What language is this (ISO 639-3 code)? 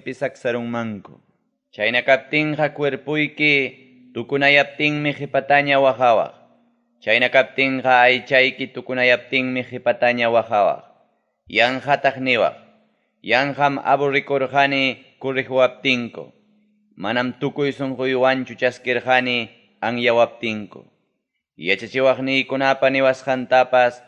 quy